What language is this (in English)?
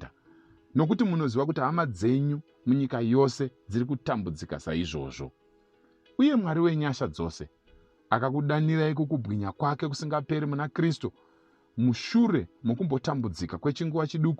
Shona